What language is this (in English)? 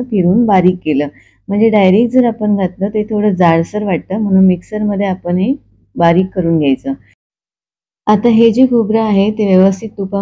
Marathi